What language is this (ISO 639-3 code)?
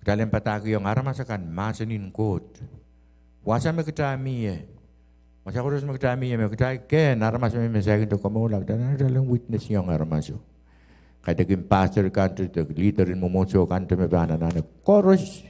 pon